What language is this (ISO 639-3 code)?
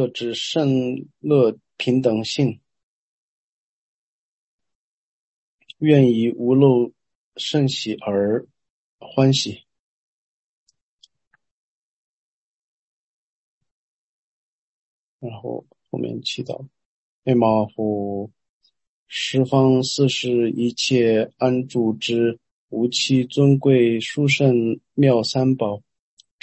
zho